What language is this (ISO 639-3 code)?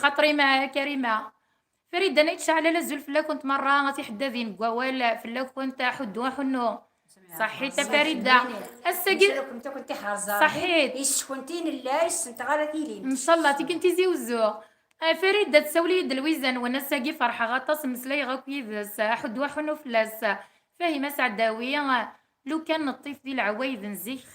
kab